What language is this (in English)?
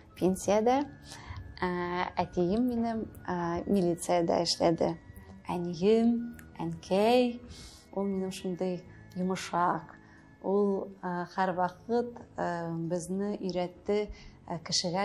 Tatar